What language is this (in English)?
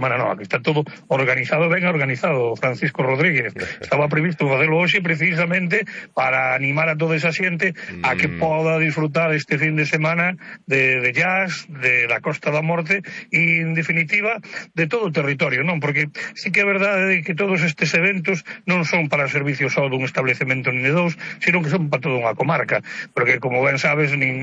Galician